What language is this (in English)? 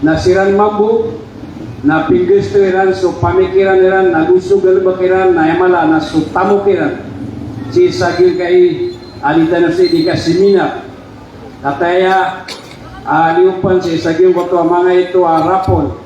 Maranao